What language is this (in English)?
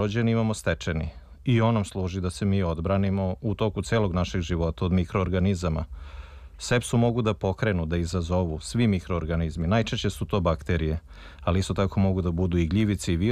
Serbian